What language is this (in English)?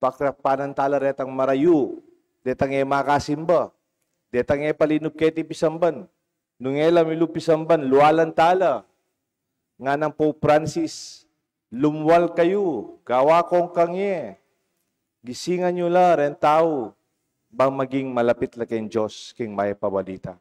Pampanga